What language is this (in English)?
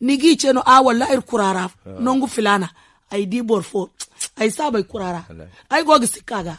Zarma